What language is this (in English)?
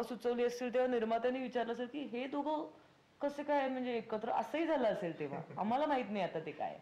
Marathi